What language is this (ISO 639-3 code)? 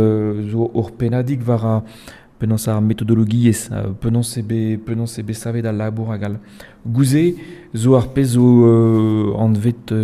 bre